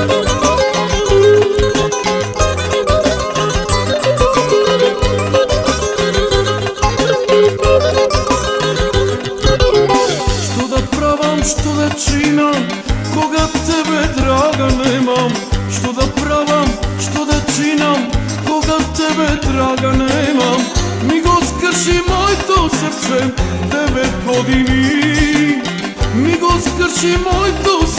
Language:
Macedonian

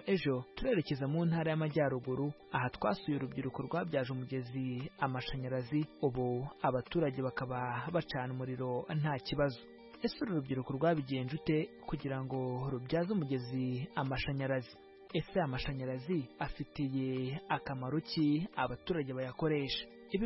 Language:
Kinyarwanda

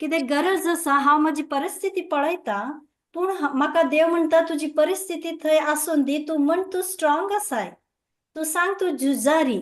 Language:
Konkani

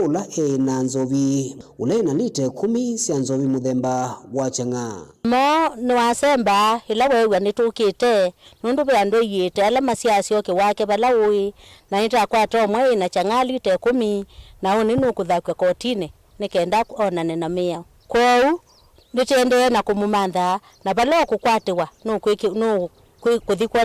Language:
Kamba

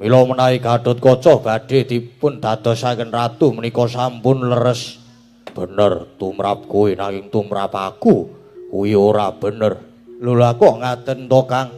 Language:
Javanese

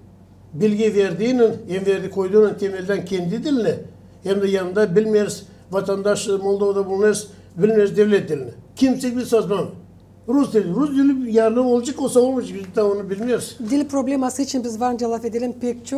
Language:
Gagauz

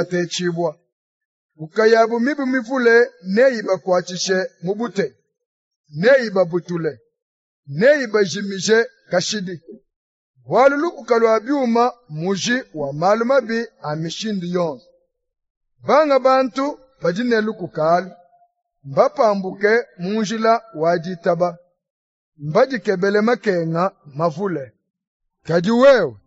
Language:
Luba-Lulua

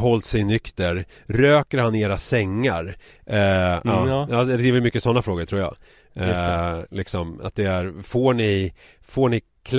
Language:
Swedish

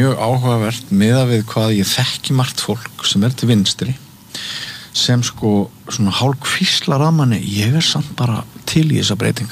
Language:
Icelandic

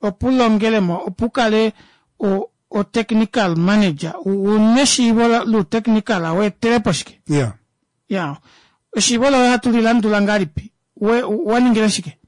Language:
Kuanyama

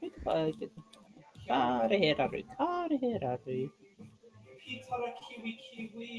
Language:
Māori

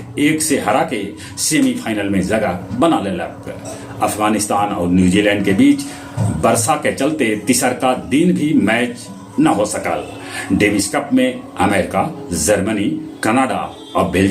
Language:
Magahi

